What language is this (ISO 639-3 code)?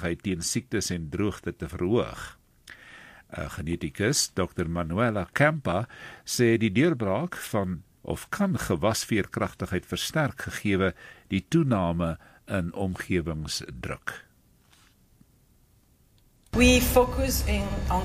afr